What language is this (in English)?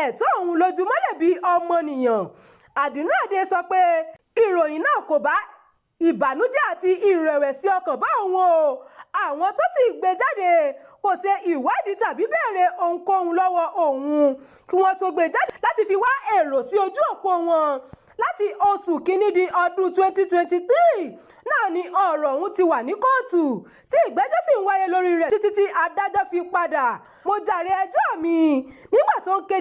Yoruba